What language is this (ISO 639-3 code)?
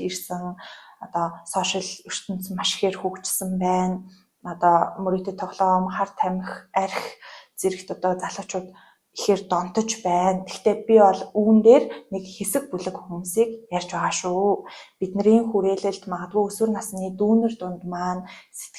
mon